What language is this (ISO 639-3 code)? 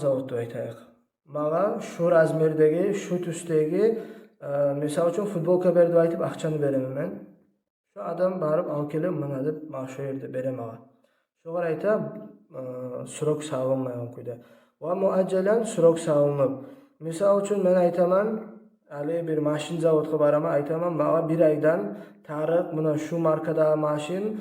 kum